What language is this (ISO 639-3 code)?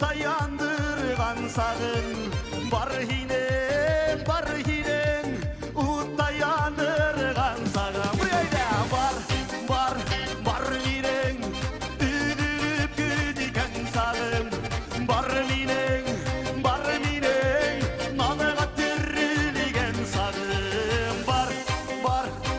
bak